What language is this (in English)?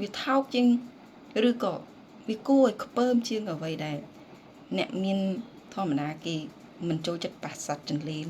Khmer